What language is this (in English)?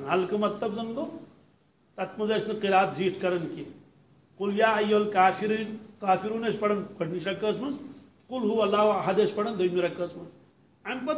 Kashmiri